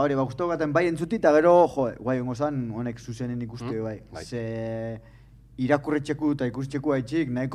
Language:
Basque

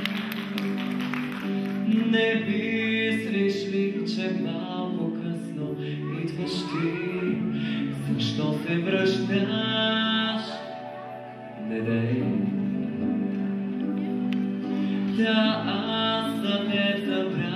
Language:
Bulgarian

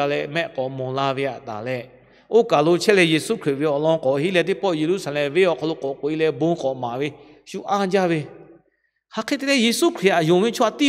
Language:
Lahu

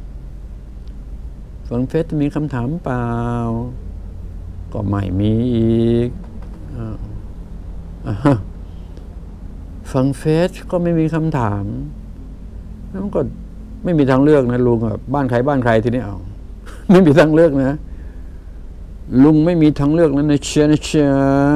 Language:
Thai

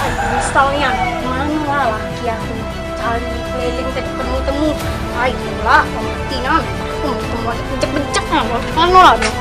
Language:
Musi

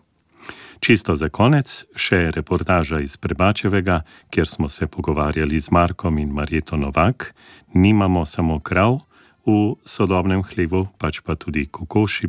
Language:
Slovenian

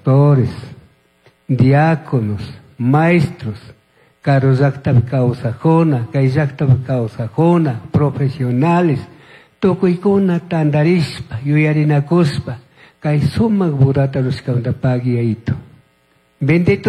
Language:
Chimborazo Highland Quichua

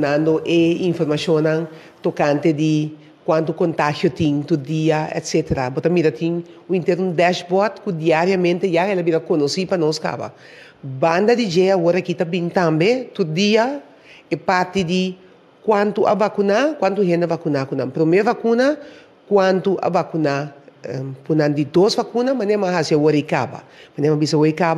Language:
Papiamento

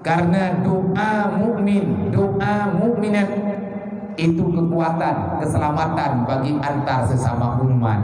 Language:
Achinese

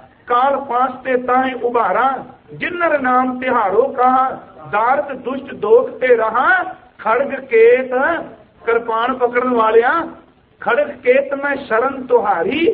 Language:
Punjabi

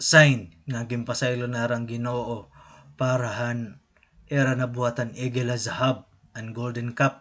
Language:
Waray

